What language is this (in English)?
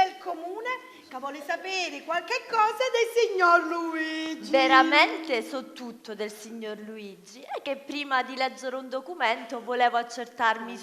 Sicilian